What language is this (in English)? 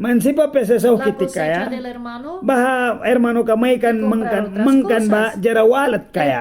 Mískito